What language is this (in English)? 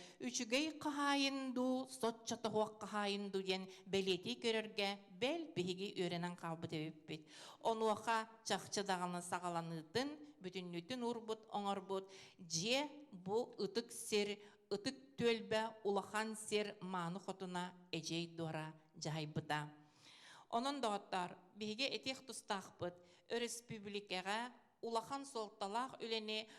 Yakut